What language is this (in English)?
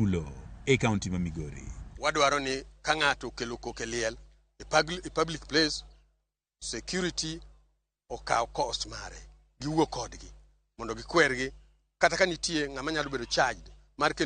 Luo (Kenya and Tanzania)